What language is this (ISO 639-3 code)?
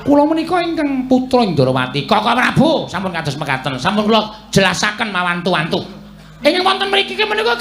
jav